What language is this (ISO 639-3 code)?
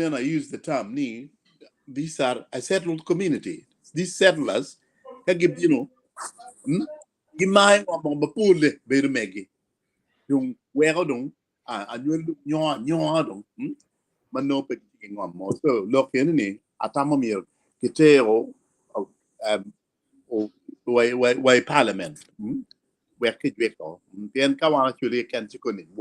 ach